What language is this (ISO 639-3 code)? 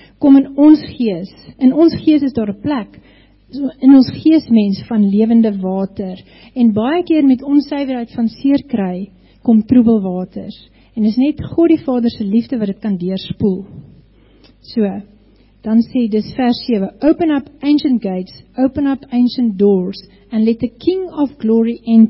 afr